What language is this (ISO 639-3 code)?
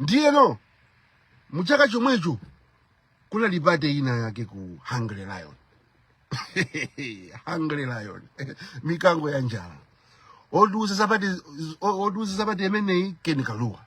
nya